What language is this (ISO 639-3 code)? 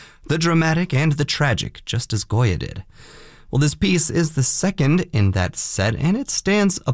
eng